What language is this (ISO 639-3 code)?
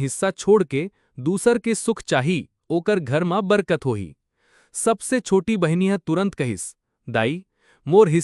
hne